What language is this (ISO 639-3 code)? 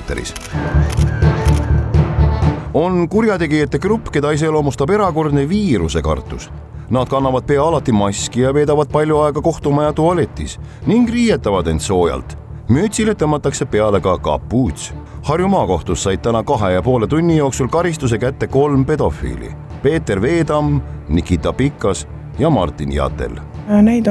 est